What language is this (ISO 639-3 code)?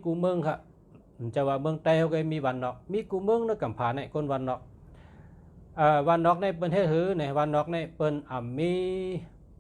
shn